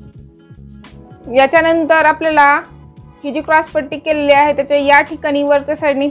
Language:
Marathi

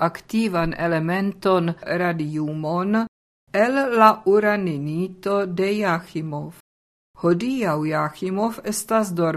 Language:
Esperanto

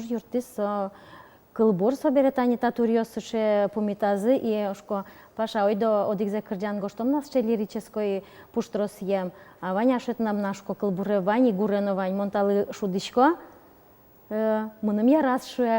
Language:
Udmurt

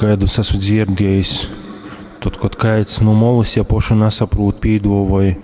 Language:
Latgalian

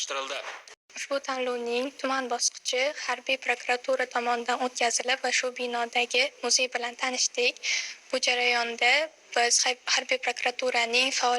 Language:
Uzbek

